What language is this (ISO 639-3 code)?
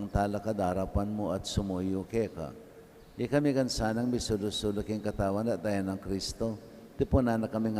pam